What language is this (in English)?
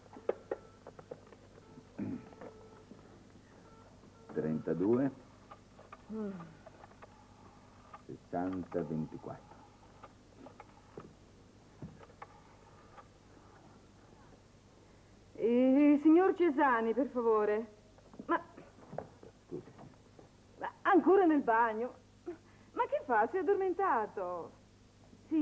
Italian